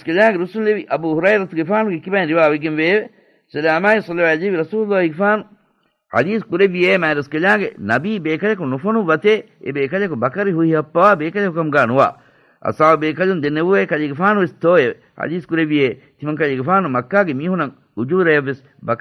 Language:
Divehi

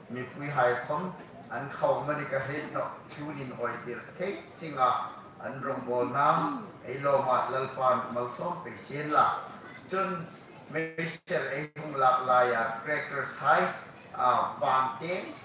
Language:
Hmar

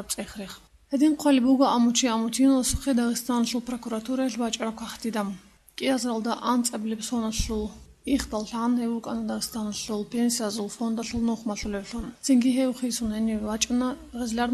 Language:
Avaric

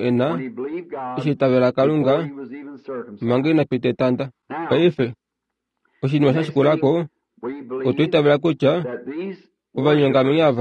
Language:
Kuanyama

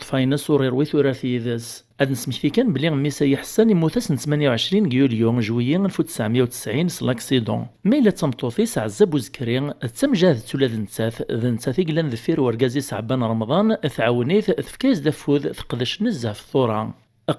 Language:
Kabyle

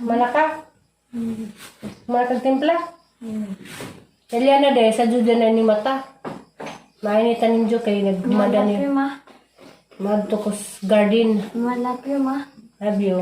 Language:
Cebuano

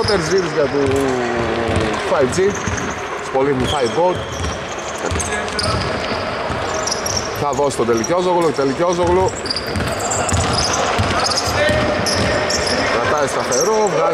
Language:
Greek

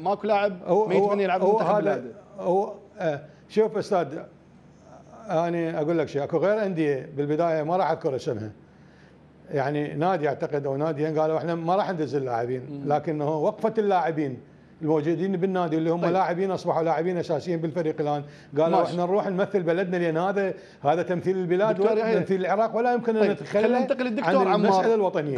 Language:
Mesopotamian Arabic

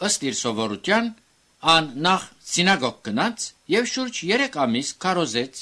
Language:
Armenian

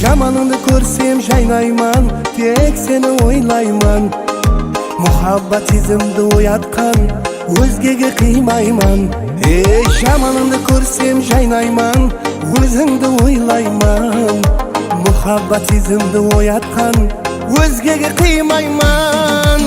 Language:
Kara-Kalpak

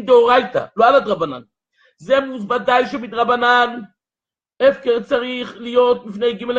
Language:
Hebrew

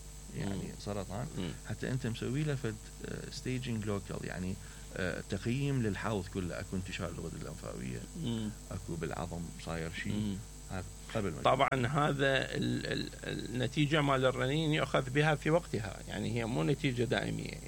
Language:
Mesopotamian Arabic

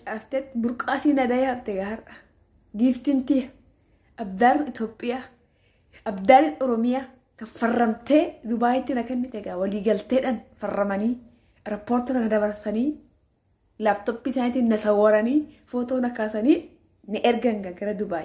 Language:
Oromo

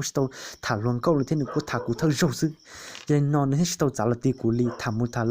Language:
Hmong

